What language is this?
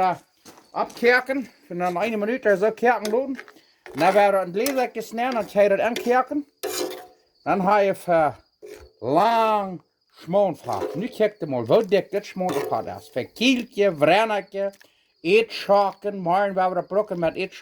Plautdietsch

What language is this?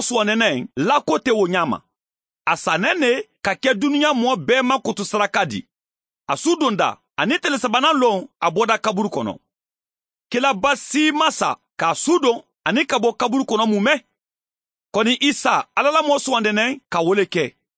Mandingo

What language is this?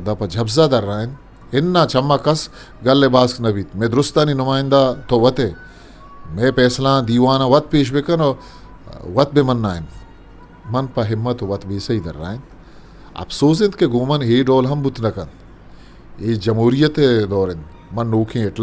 Eastern Balochi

